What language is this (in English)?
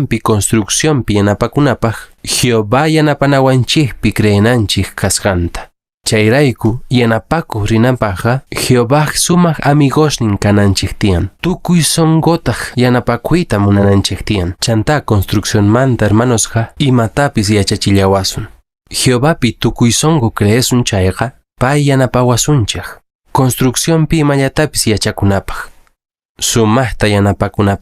Quechua